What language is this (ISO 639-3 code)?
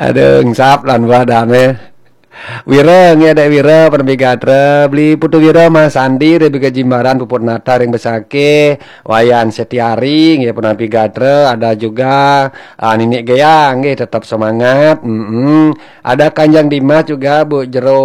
ban